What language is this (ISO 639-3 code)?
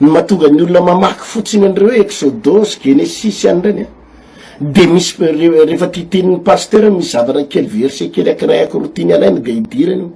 mlg